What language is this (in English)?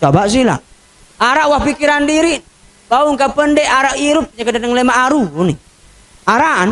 Sasak